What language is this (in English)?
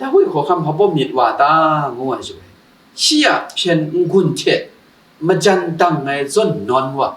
Kachin